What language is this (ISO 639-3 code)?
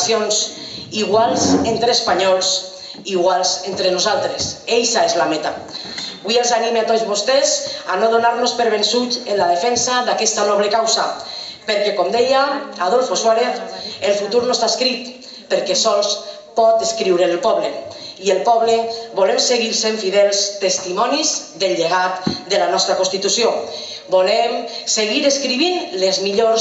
cat